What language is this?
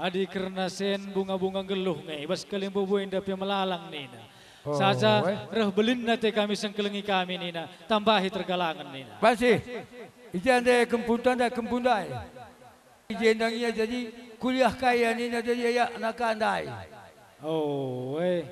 Batak Karo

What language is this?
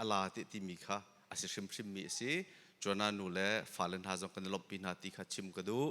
Hakha Chin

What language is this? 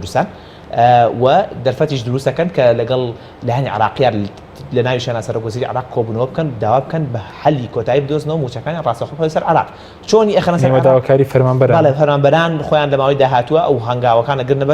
Central Kurdish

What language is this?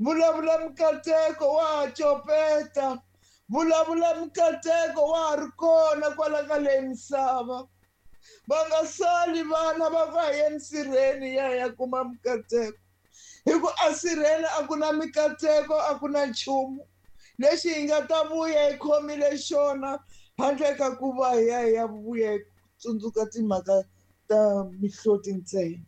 Tsonga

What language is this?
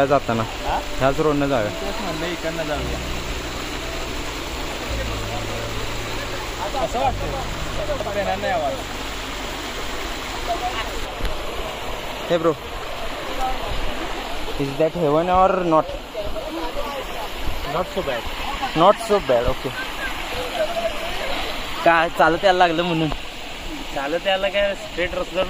Marathi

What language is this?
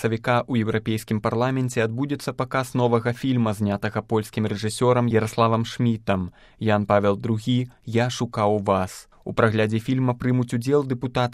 Belarusian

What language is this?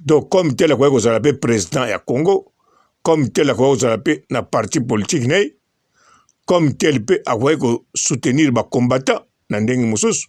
Lingala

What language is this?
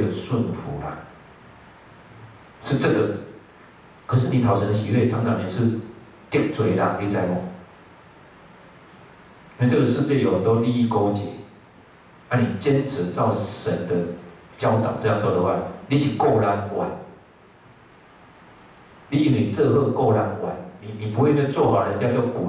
Chinese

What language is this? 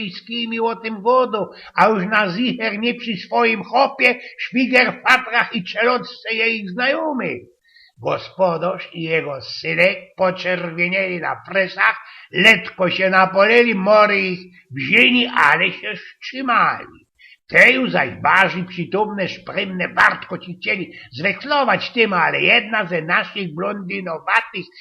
Silesian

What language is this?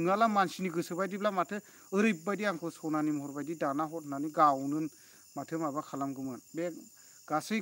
Bodo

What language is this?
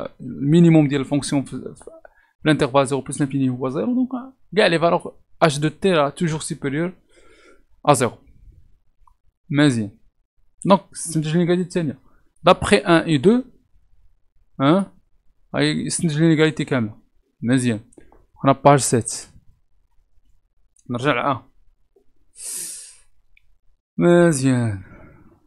Moroccan Arabic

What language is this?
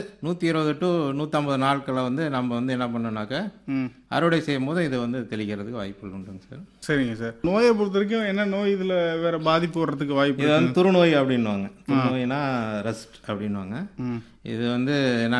Tamil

